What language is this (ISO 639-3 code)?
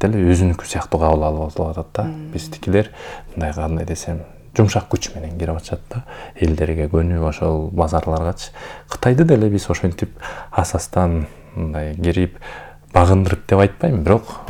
kir